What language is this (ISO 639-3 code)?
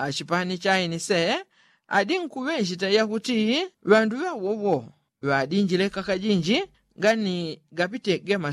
yao